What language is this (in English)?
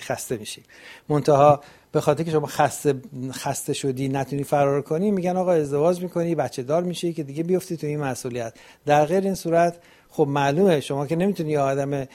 Persian